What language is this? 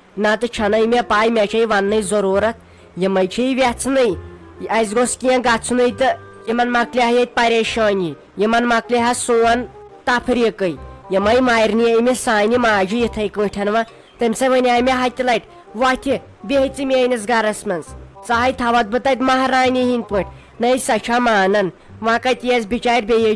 Kashmiri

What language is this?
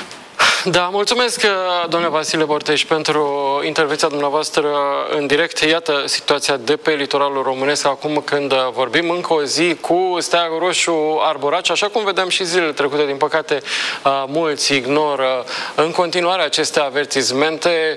Romanian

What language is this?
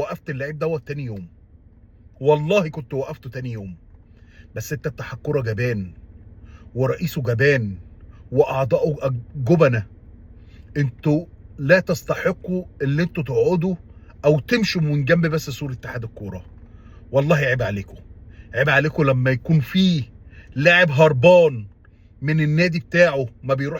Egyptian Arabic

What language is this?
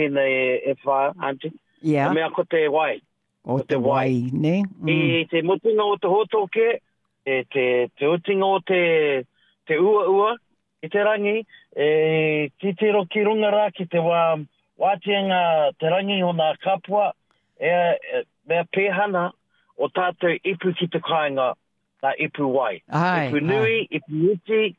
Māori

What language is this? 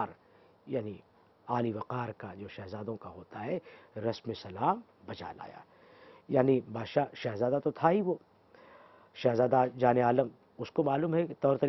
Urdu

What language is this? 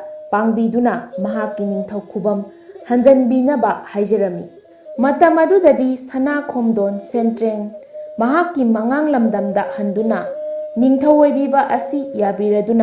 Manipuri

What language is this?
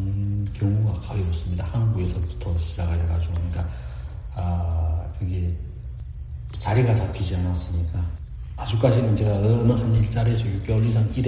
Korean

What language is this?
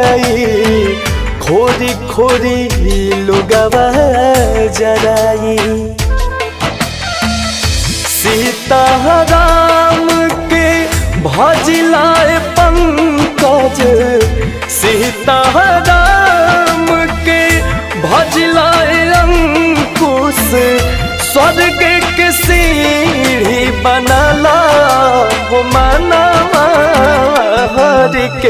Bhojpuri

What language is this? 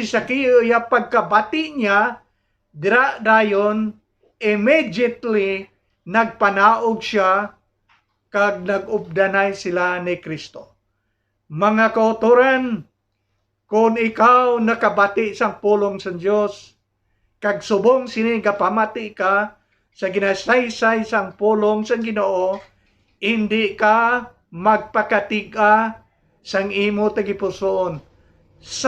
Hiligaynon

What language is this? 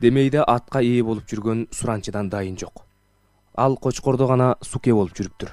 Kyrgyz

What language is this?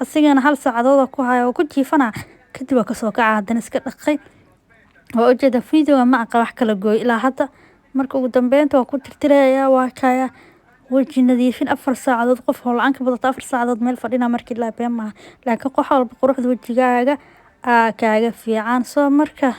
Somali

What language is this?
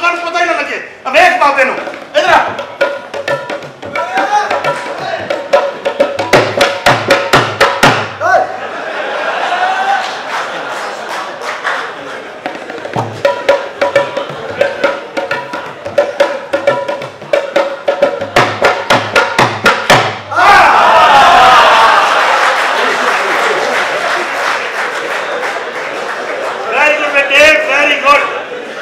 Punjabi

